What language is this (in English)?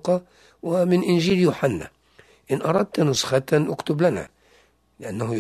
Arabic